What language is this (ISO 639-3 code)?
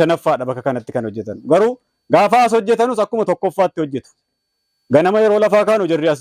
orm